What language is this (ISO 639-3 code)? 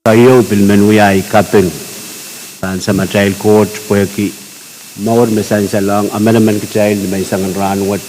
pon